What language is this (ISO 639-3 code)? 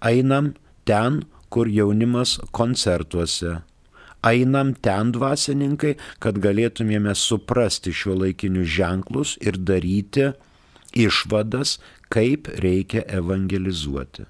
lit